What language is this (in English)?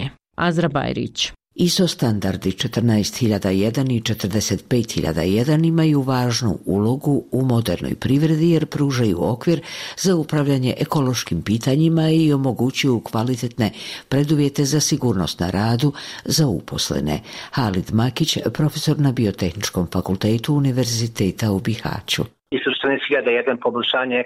Bosnian